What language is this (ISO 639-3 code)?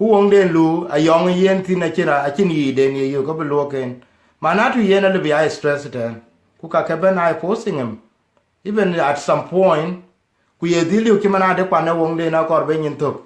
din